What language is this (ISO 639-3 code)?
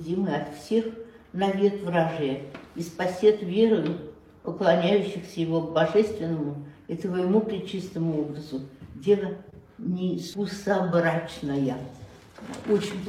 rus